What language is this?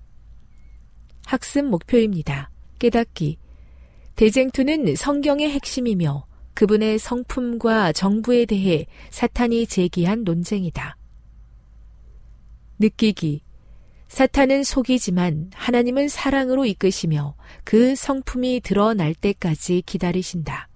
Korean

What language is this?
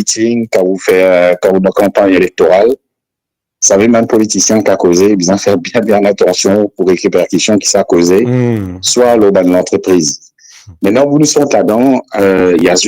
Morisyen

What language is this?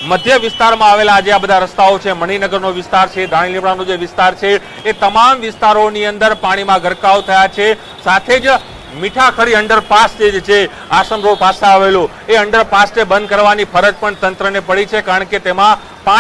Gujarati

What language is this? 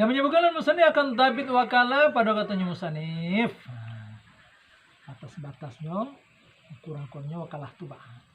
Minangkabau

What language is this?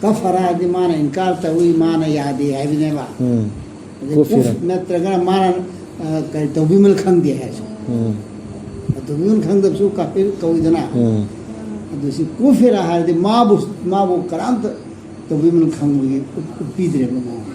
Manipuri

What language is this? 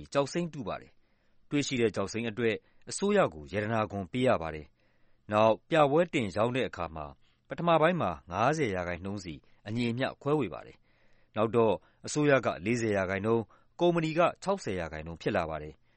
Burmese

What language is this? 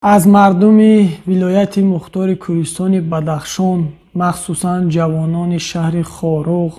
Tajik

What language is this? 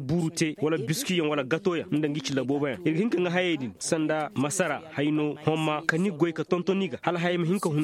Koyraboro Senni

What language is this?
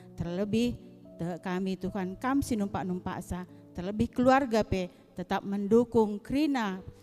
Batak Karo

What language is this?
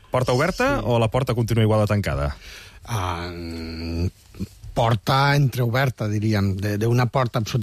Catalan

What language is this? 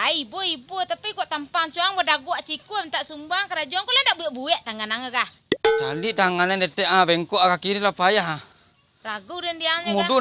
Minangkabau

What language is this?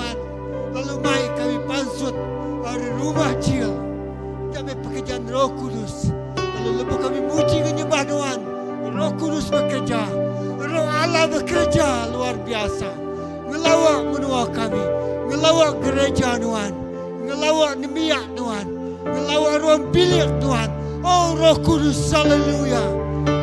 Iban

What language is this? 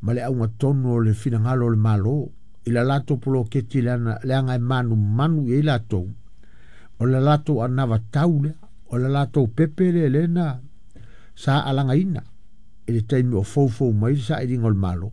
Samoan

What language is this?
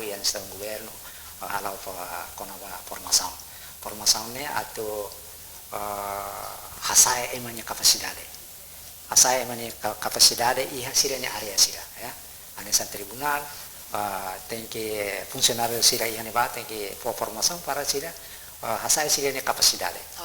Tetum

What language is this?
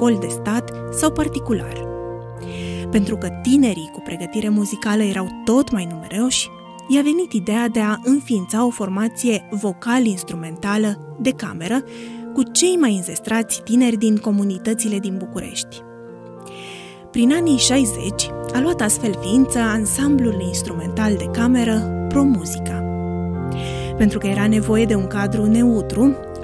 Romanian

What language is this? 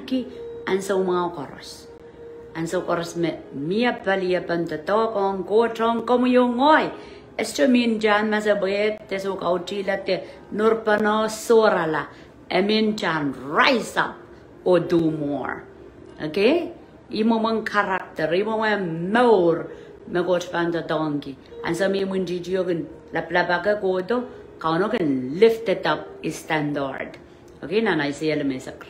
Pohnpeian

